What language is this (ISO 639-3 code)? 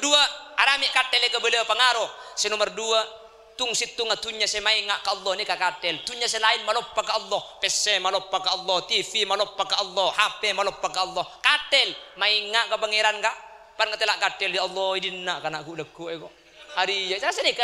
mad